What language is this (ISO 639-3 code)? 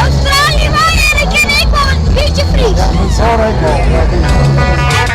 fry